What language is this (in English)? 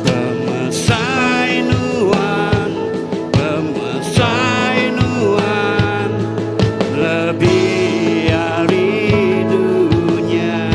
Iban